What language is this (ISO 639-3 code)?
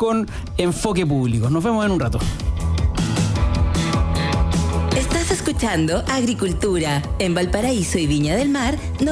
spa